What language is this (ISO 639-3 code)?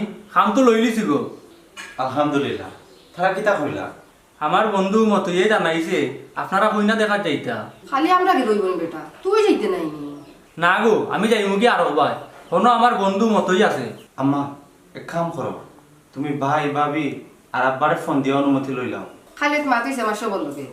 syl